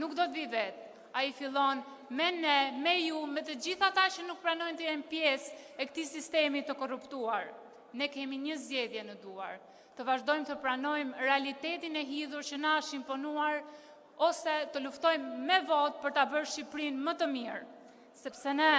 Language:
Albanian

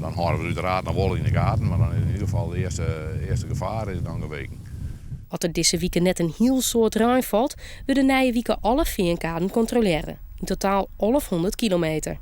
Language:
Western Frisian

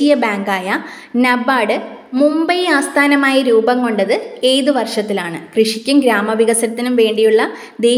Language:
Malayalam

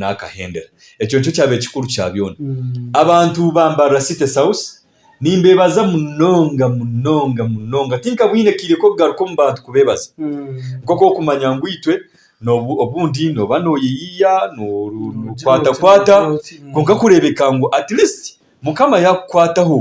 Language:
Nyankole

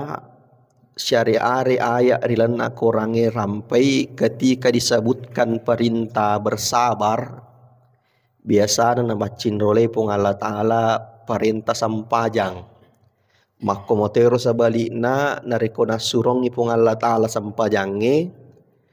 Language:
Buginese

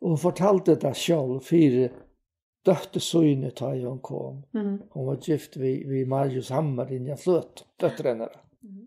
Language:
Faroese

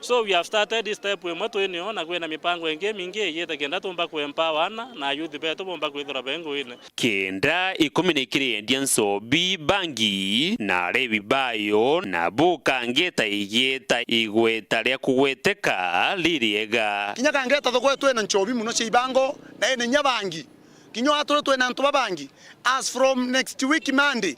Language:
Meru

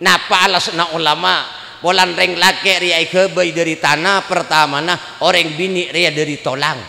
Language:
Madurese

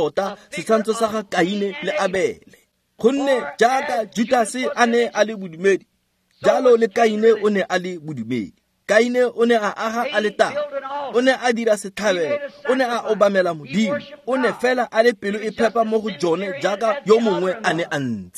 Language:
Tswana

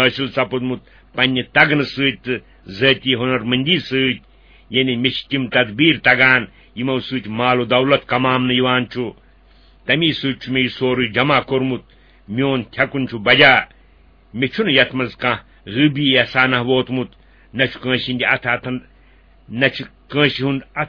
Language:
Kashmiri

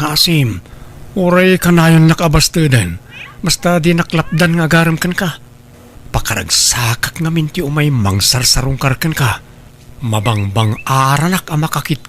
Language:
Iloko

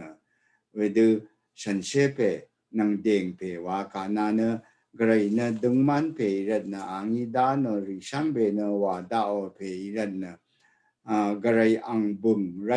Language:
Rawang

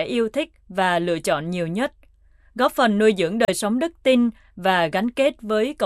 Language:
Vietnamese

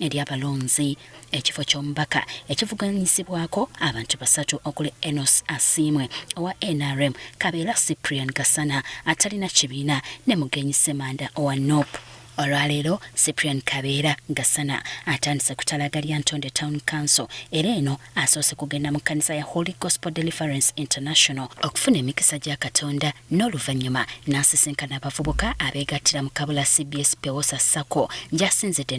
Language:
Ganda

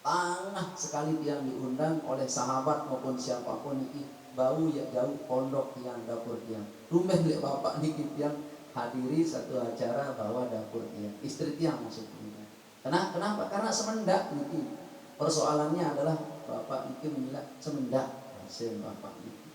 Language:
Sasak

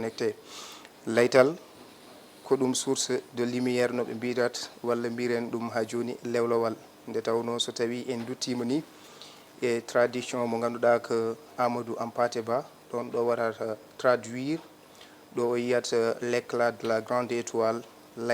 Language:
Fula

